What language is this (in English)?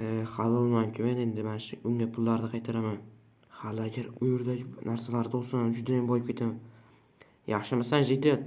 Uzbek